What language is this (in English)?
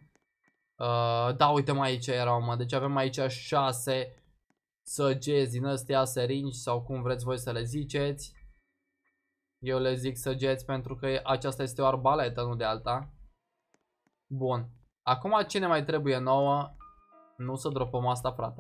Romanian